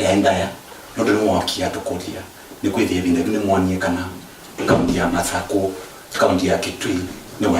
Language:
Kamba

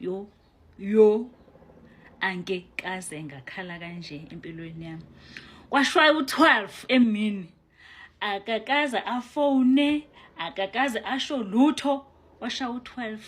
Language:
Zulu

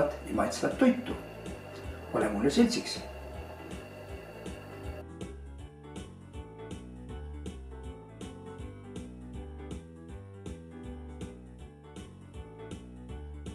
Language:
Estonian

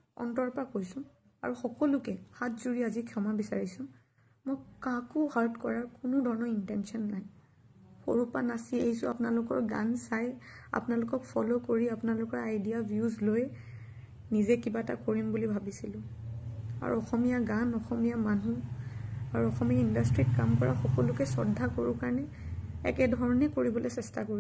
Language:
Assamese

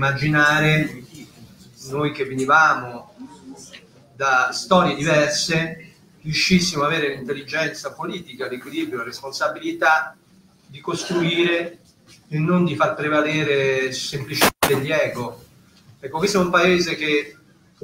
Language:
Italian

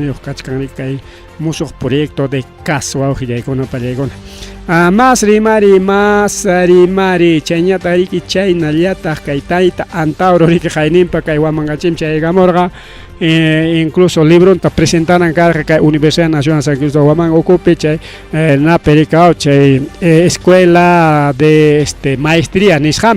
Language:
Ayacucho Quechua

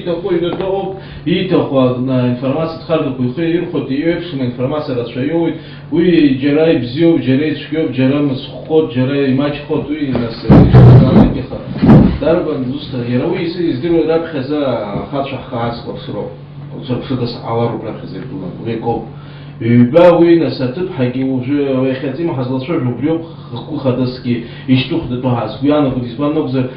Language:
Abkhazian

